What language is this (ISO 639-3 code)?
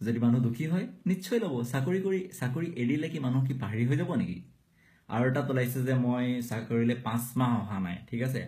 asm